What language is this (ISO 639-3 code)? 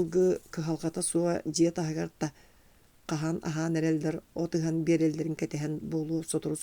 sah